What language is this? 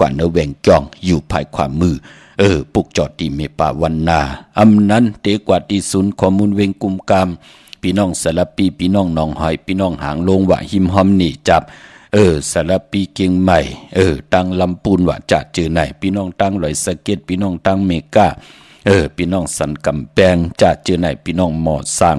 Shan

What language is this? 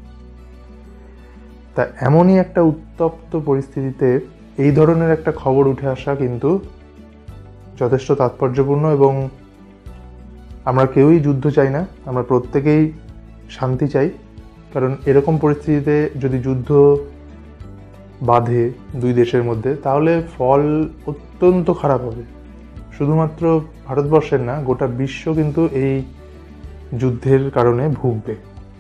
Bangla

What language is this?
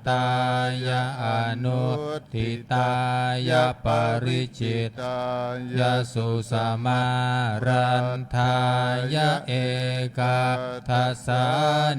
Pali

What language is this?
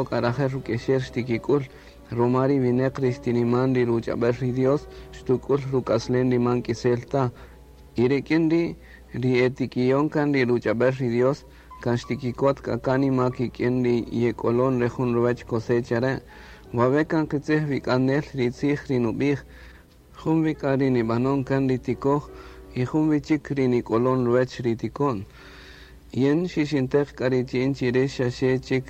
Kaqchikel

